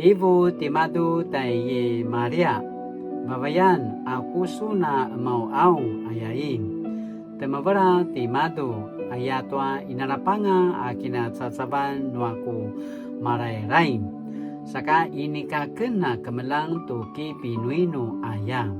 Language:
Paiwan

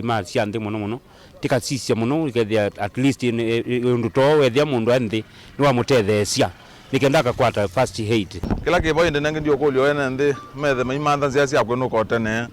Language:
Kamba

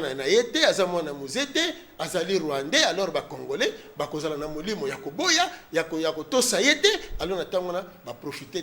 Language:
Lingala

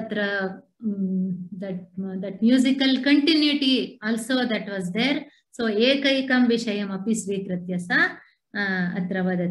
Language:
Sanskrit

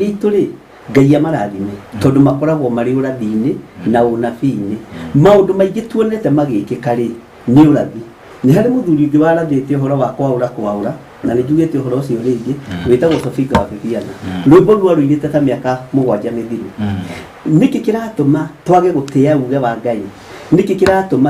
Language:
Kikuyu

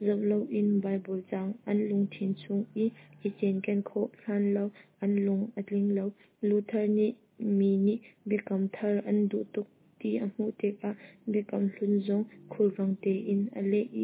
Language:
Hakha Chin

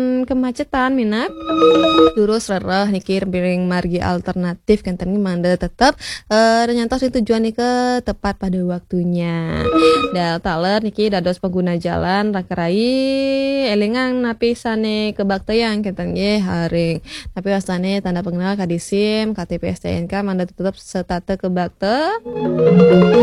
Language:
Balinese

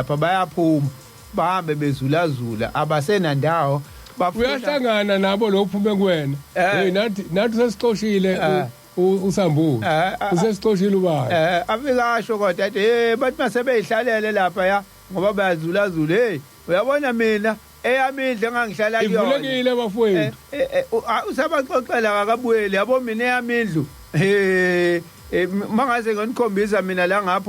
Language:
Zulu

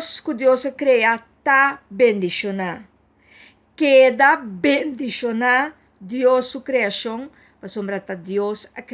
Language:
Papiamento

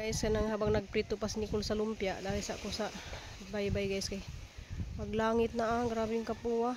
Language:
Cebuano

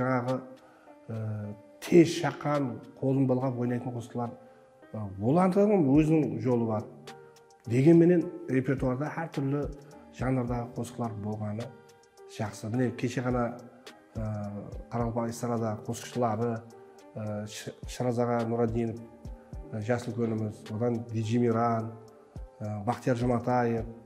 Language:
Kara-Kalpak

